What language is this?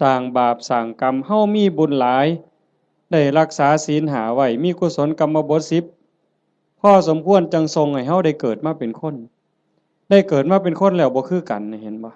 Northeastern Thai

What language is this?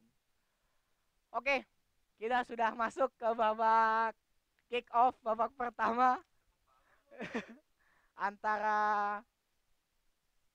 Indonesian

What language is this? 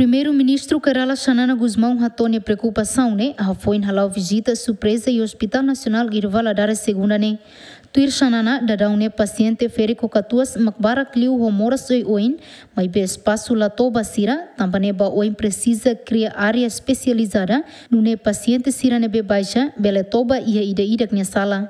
Tetum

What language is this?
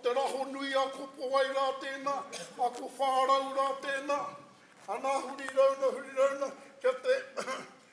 Māori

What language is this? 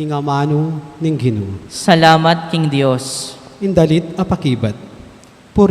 Pampanga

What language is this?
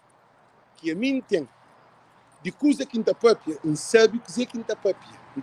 Kabuverdianu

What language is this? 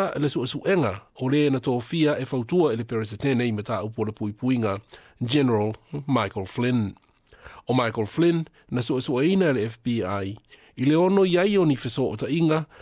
Samoan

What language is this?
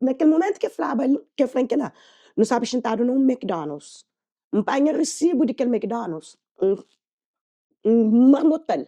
Kabuverdianu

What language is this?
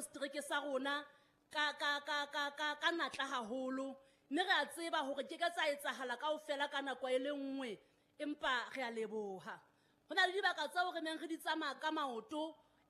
Southern Sotho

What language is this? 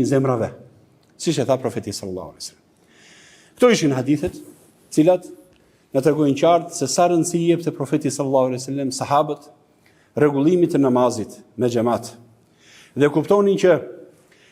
Albanian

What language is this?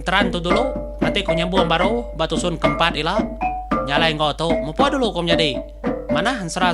Iban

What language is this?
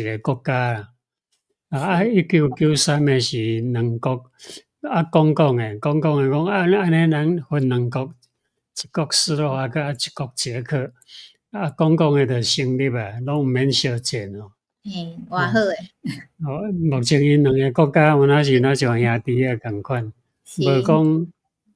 Min Nan Chinese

